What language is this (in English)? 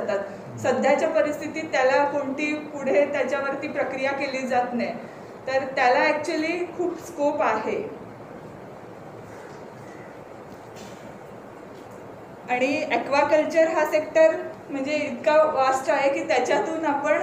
Marathi